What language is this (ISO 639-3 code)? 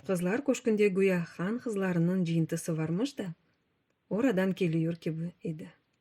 crh